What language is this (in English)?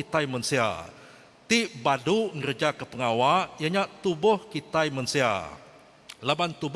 Iban